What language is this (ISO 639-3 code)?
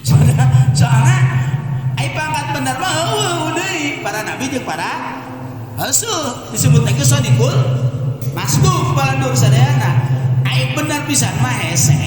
sun